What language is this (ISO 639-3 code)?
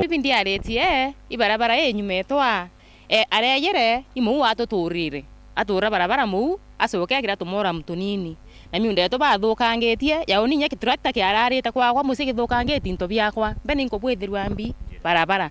mer